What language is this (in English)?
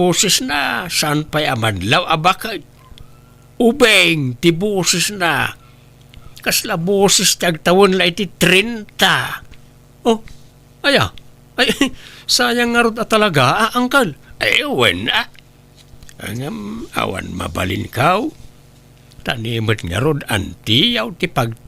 Iloko